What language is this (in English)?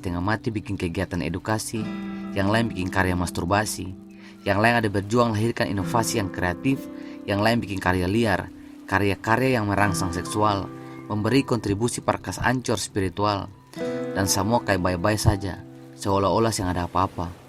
Ambonese Malay